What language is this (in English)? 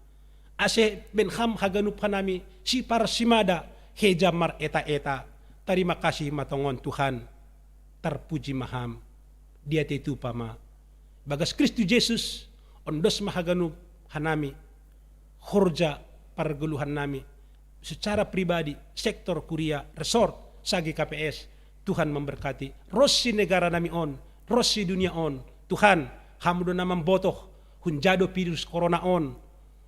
Batak Simalungun